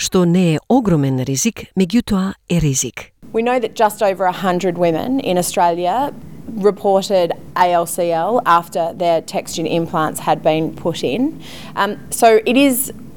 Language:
Macedonian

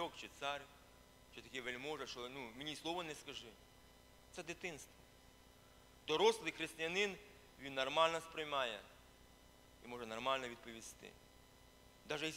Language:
Ukrainian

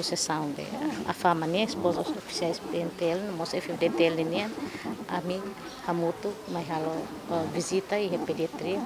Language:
Tetum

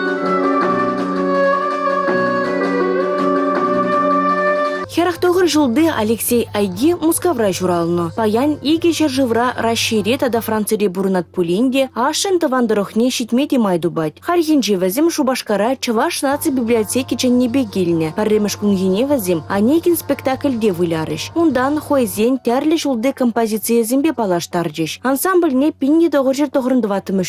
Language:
Chuvash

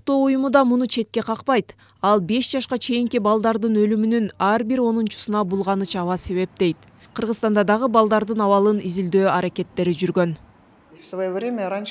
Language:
Kyrgyz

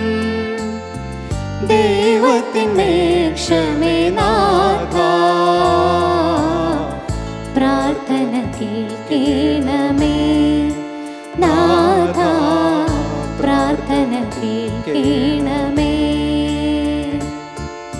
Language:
Malayalam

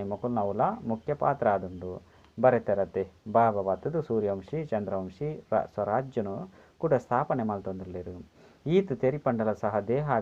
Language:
Tulu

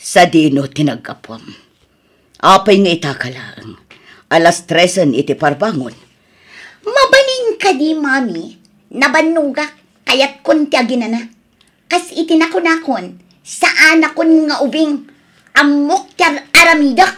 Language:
Iloko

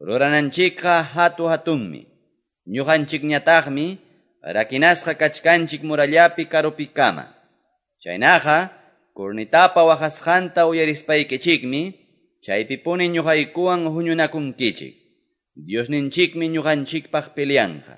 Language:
Quechua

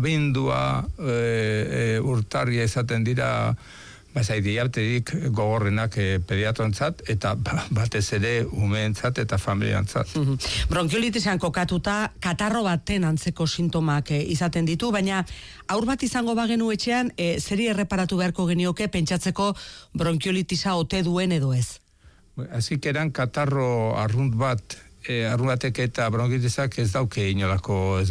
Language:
Basque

